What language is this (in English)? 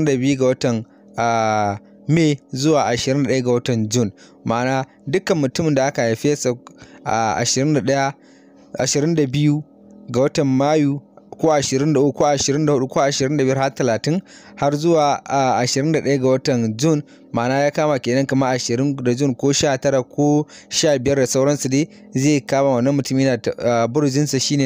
Hausa